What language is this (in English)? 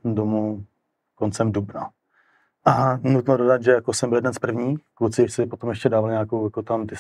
Czech